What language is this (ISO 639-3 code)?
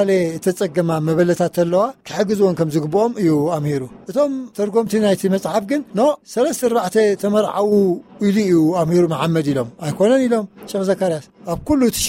tir